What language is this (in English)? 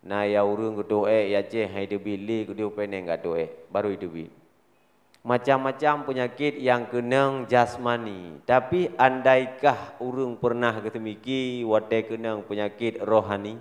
Achinese